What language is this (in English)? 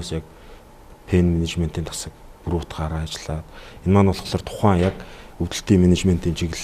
Mongolian